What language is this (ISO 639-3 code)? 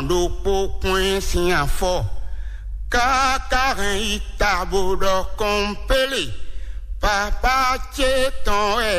fon